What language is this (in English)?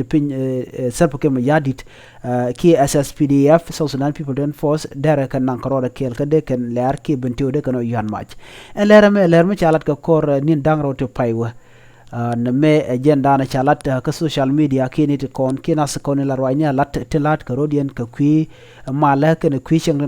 Nuer